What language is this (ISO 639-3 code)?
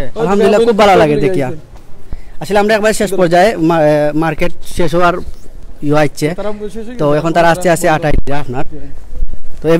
syl